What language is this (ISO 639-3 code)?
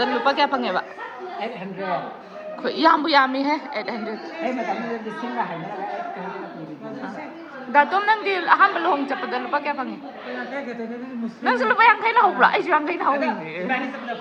mni